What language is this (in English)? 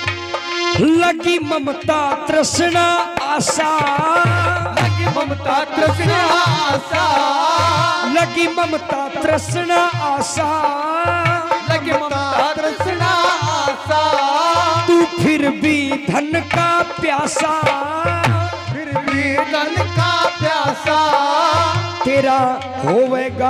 Hindi